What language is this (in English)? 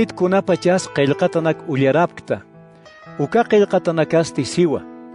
Aymara